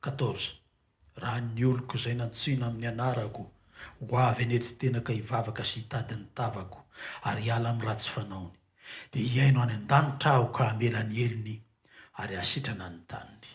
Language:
Malagasy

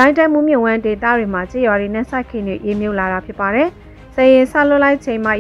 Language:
Burmese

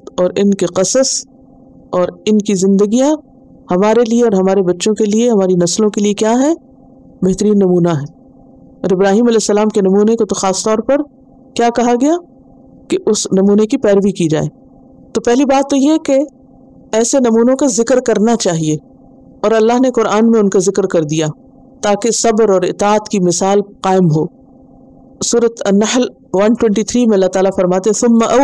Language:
Urdu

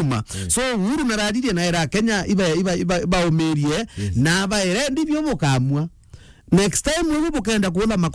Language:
Meru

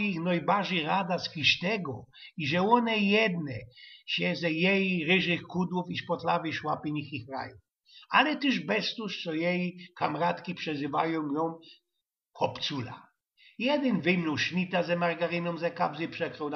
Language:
Silesian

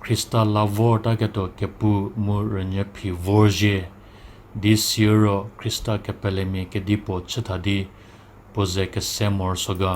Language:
Angami Naga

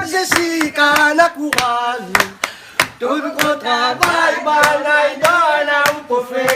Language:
Réunion Creole French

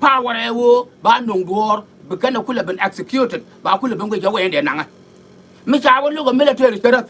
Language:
Nuer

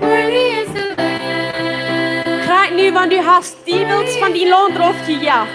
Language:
Plautdietsch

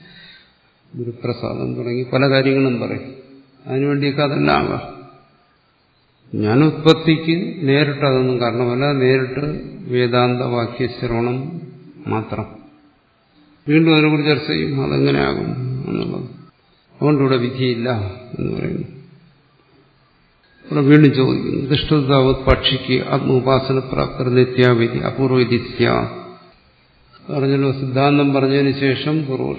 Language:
Malayalam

